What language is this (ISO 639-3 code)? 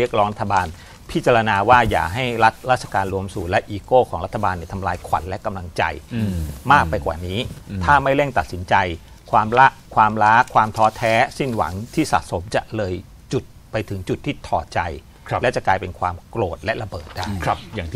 tha